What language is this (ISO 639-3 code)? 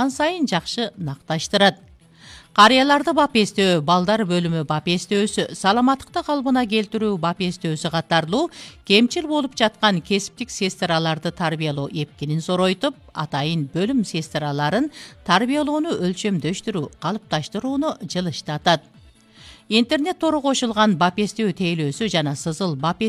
kir